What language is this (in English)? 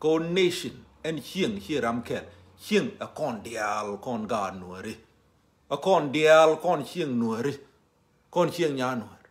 Nuer